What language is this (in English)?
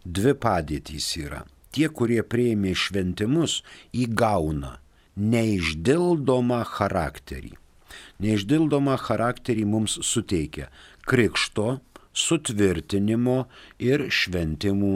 Lithuanian